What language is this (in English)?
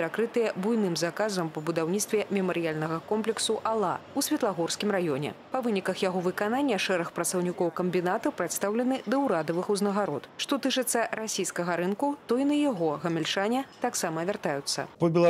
Belarusian